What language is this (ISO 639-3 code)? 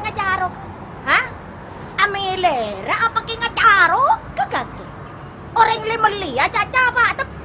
mad